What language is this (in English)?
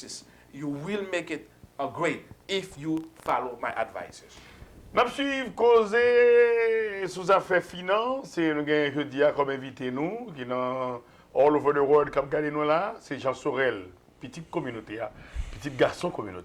Haitian Creole